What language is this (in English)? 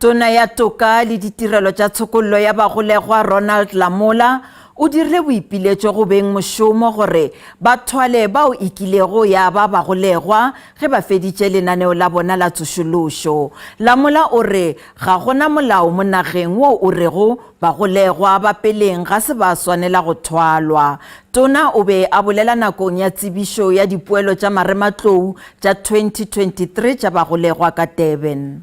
Northern Sotho